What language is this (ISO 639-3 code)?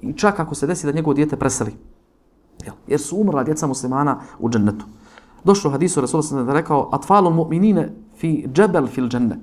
bos